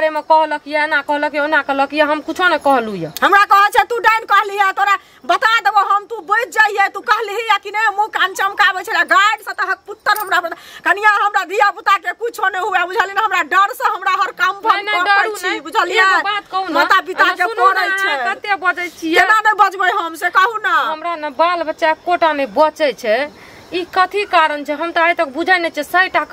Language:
Maithili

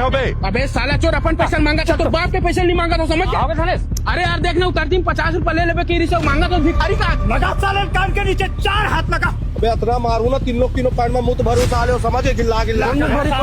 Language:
Chhattisgarhi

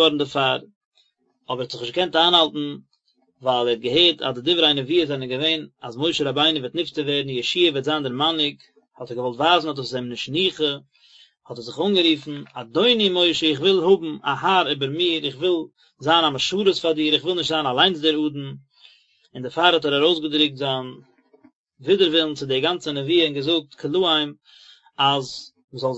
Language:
Yiddish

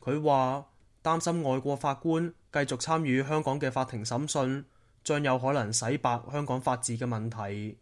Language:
Cantonese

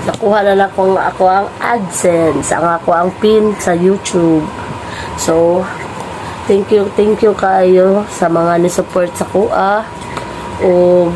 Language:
Cebuano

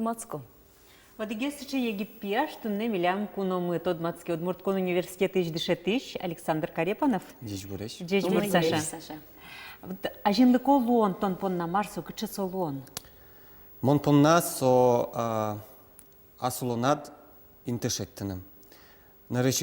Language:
Udmurt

